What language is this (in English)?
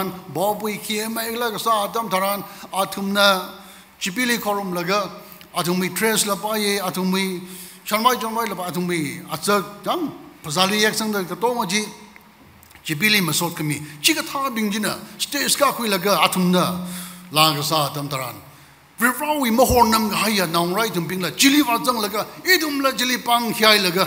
Tangkhul Naga (India)